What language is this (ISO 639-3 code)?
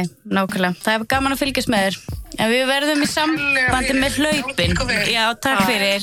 isl